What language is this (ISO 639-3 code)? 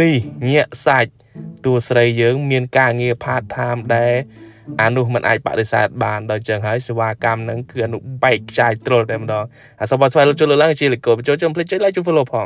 khm